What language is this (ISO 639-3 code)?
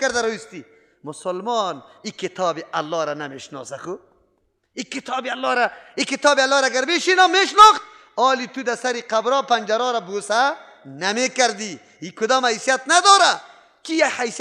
fas